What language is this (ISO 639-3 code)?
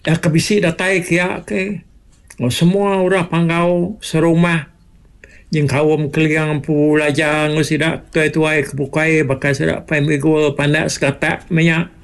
iba